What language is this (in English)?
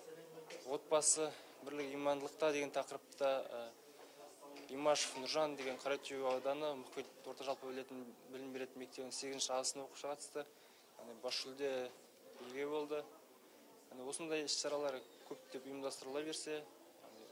Kazakh